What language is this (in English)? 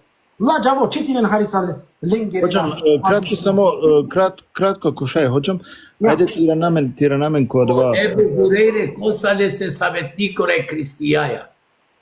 Balkan Romani